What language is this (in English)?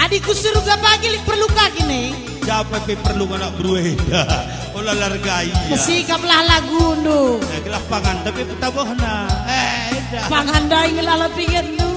Batak Karo